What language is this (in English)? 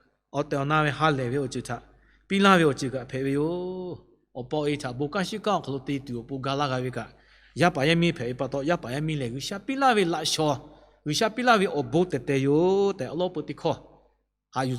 Lahu